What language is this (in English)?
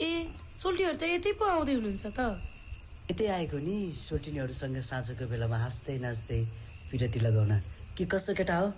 Nepali